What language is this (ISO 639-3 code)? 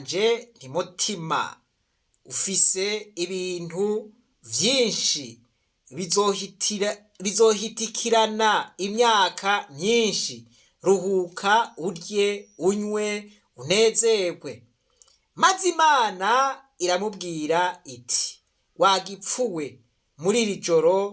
run